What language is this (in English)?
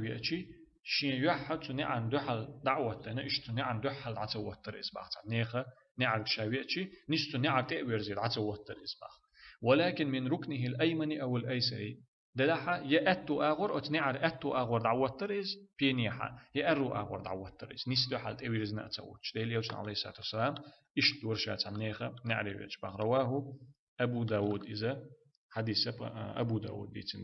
Chechen